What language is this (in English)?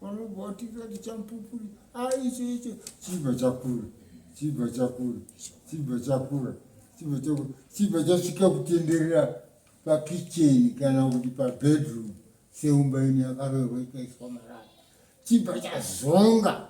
Shona